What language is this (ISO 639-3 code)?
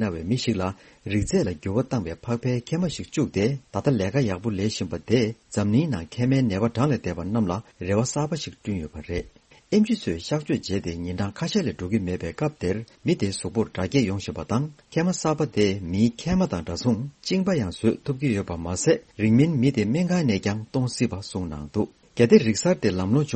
bod